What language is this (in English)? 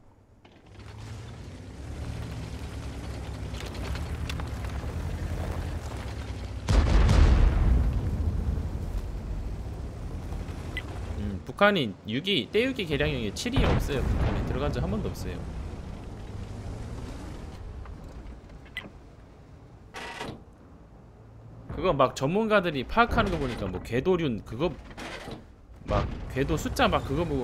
Korean